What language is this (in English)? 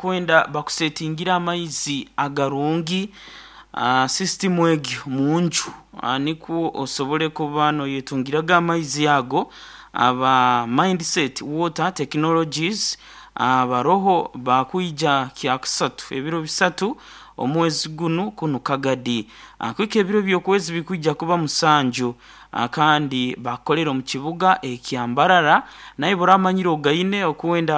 Nyankole